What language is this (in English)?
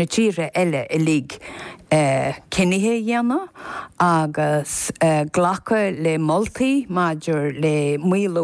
Irish